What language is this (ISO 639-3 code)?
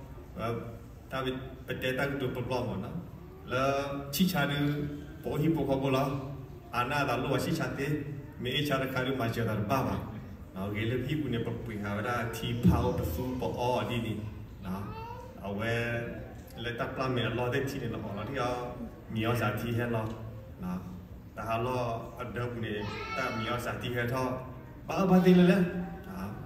ksw